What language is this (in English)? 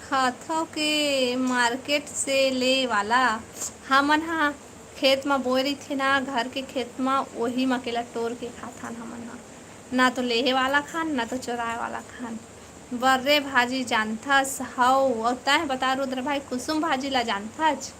Chhattisgarhi